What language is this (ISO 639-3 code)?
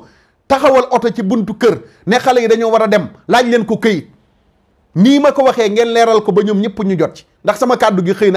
wol